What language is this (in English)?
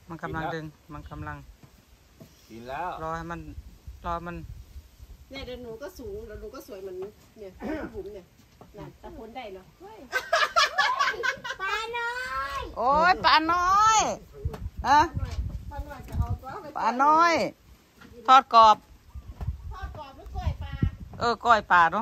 Thai